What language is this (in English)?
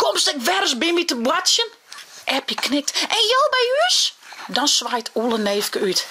Western Frisian